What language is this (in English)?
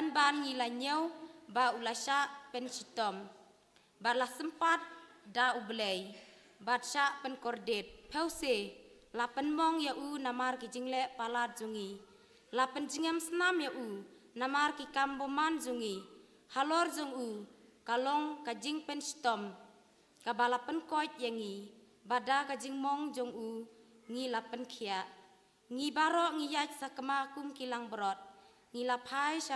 Khasi